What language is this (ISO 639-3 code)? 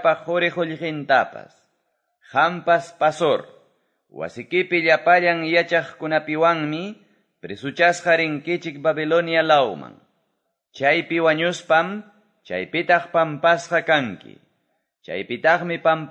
que